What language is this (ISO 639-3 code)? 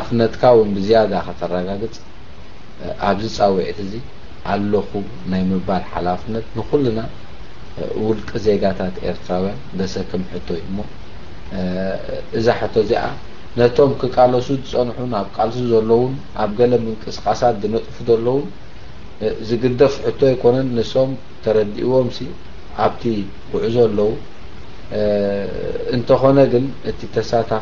tir